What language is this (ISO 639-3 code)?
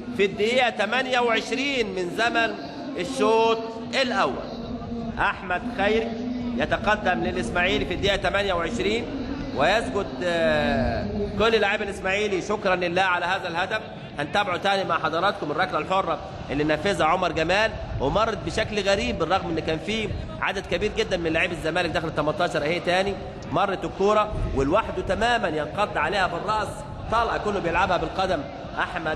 arz